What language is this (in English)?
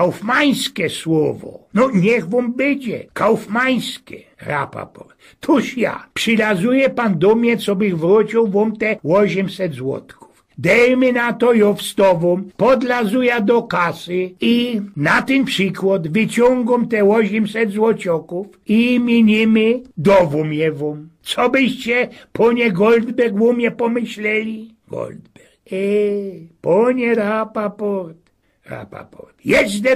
Silesian